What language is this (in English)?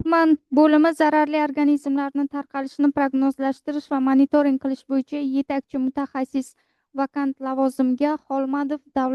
Uzbek